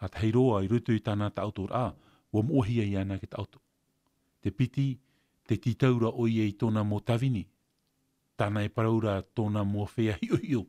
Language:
Tahitian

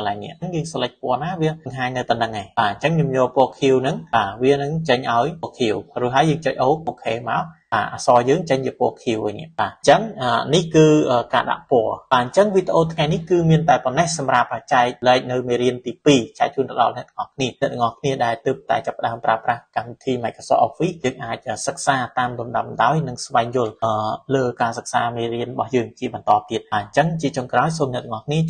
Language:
Khmer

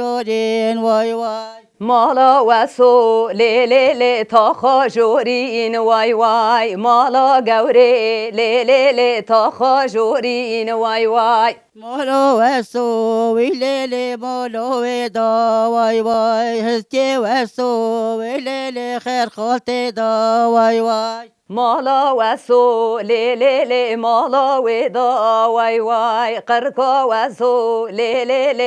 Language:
Kurdish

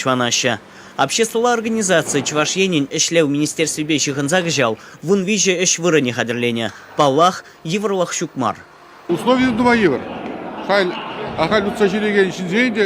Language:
Chuvash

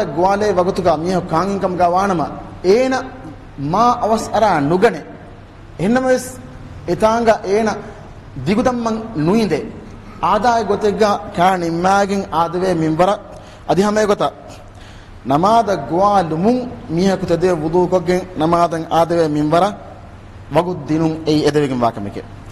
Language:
Divehi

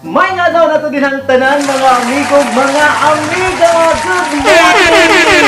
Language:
Cebuano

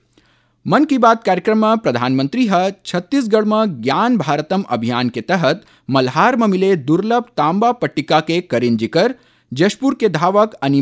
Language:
Chhattisgarhi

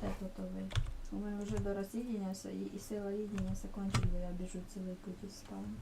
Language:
Rusyn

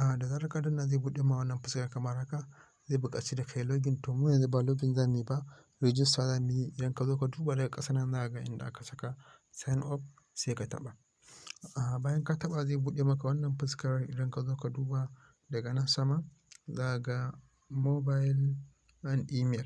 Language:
Hausa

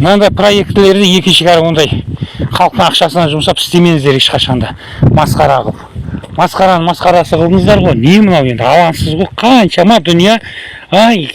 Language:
Kazakh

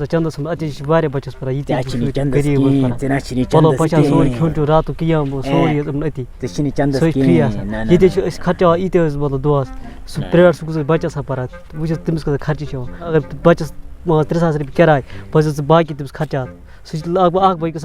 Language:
Kashmiri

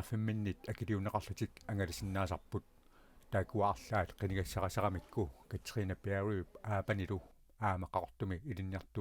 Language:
Kalaallisut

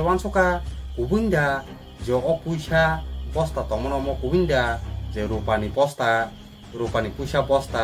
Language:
Kok Borok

